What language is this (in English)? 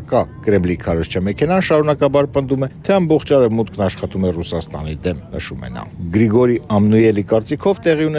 Armenian